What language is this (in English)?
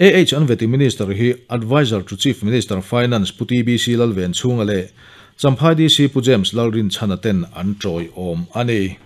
Mizo